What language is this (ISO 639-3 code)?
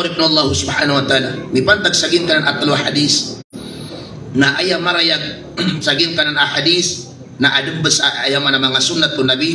mrw